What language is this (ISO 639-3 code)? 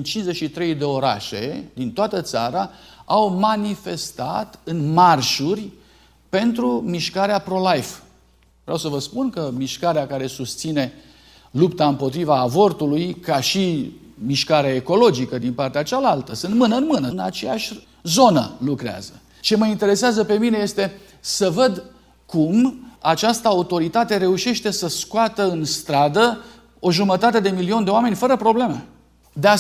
ron